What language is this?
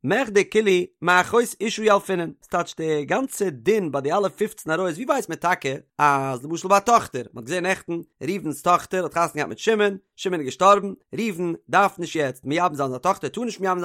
Yiddish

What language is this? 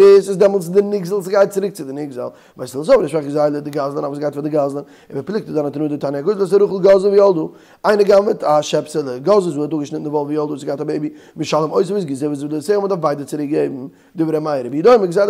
Yiddish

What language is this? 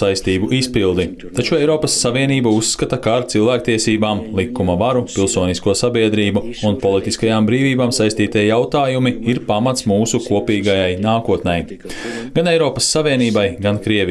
Latvian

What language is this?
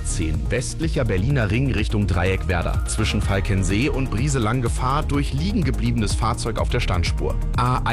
German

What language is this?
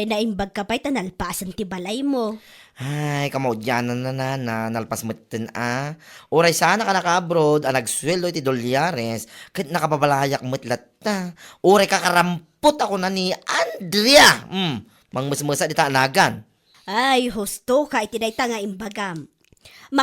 Iloko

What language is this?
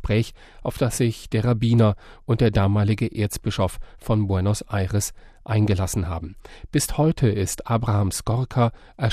German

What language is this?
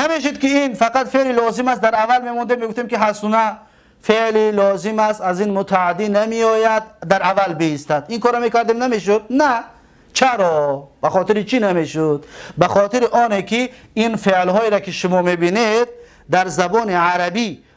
Tajik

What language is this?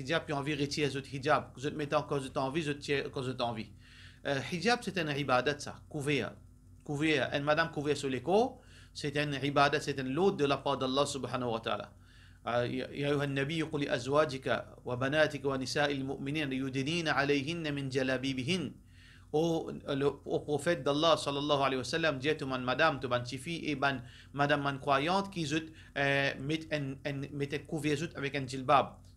Morisyen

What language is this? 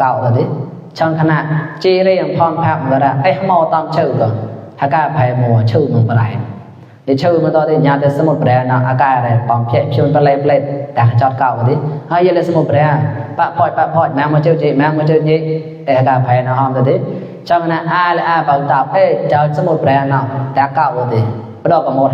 Mon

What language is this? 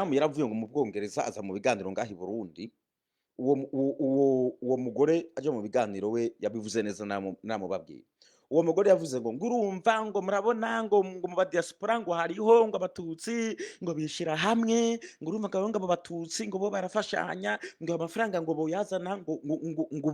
Rundi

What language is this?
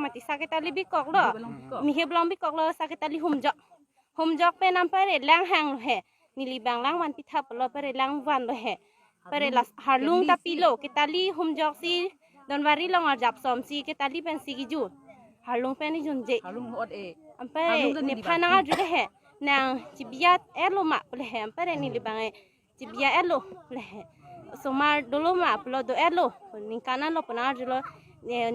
Karbi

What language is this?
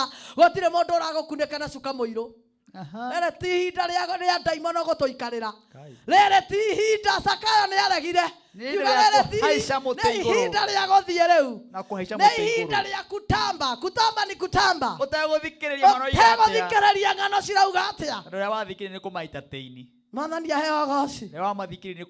Kikuyu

